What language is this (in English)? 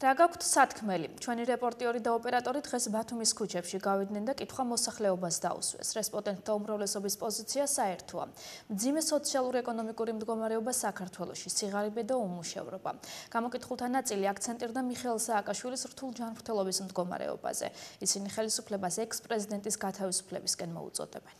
Georgian